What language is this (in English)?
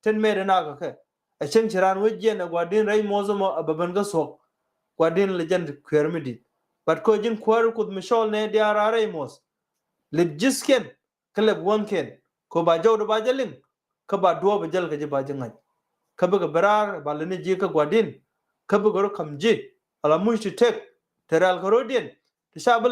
Nuer